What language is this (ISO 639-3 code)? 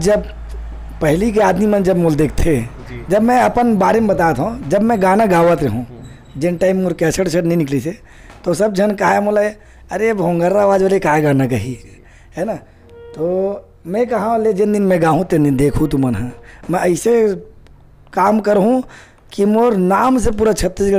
hne